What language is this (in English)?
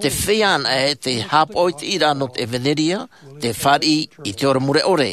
Tahitian